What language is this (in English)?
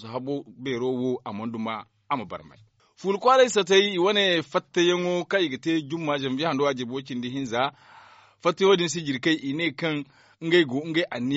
Zarma